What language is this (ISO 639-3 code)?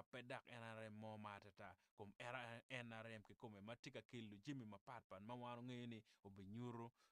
ach